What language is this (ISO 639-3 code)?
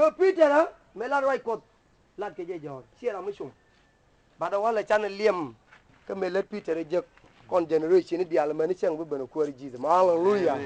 nus